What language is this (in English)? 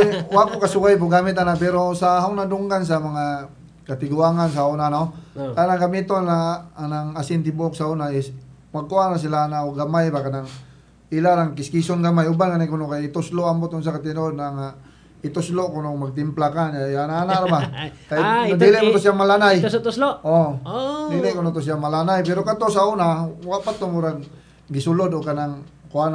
Cebuano